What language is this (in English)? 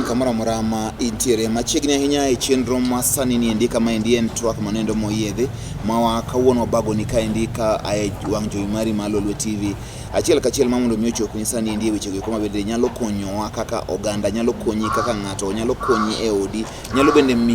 Luo (Kenya and Tanzania)